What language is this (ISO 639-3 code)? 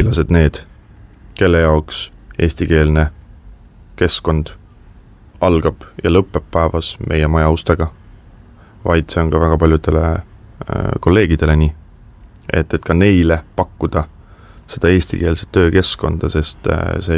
est